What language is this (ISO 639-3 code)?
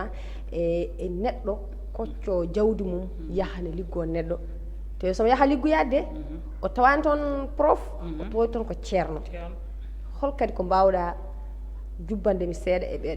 ful